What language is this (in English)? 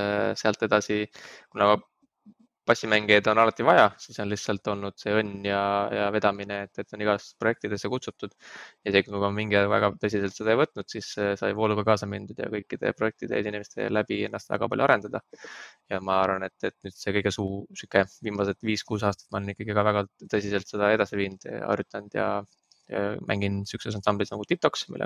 Estonian